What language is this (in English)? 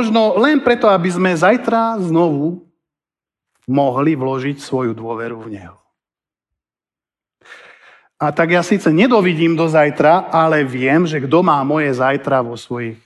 Slovak